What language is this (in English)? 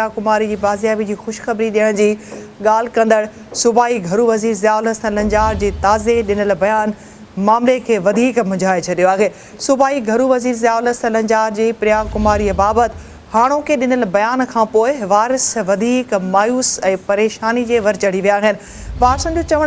Sindhi